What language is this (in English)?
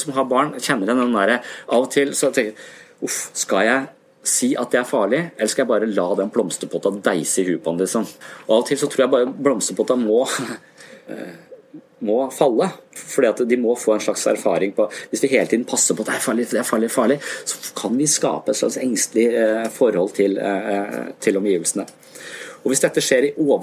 Norwegian